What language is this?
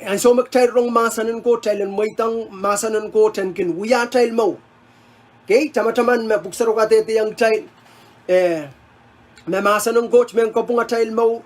Pohnpeian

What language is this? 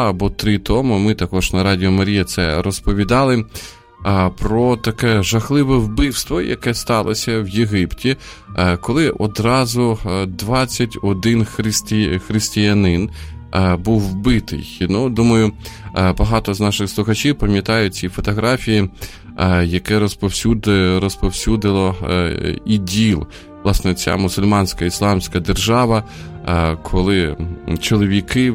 Ukrainian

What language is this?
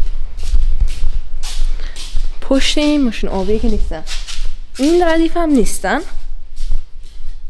Persian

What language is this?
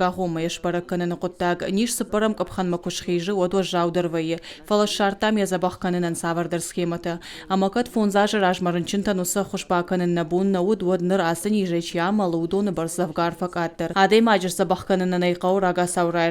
Ossetic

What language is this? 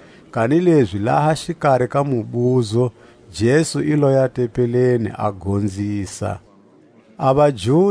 Tswa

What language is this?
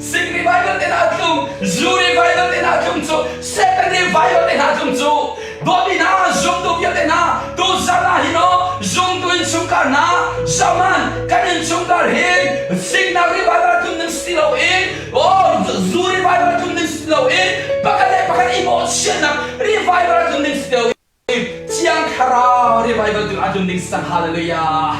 Hakha Chin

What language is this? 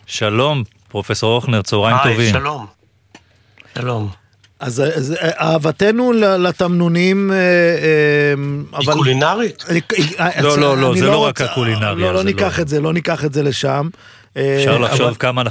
Hebrew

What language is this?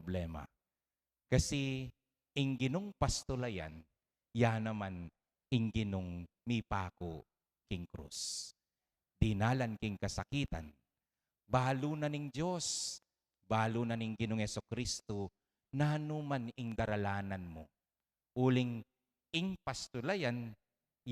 Pampanga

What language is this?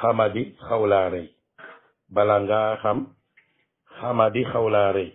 Wolof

